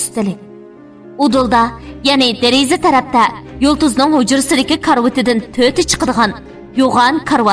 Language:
Uyghur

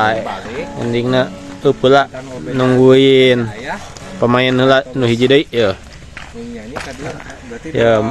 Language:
Sundanese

